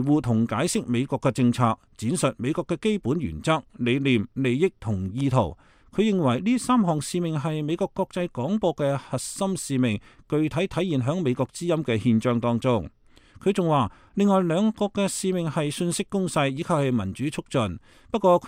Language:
Cantonese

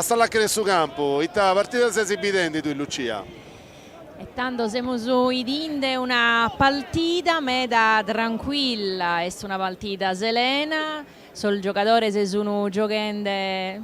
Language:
Sardinian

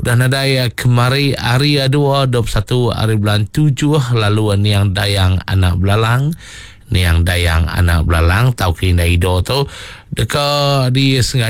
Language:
Iban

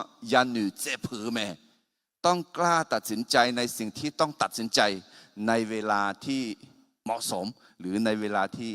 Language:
Akha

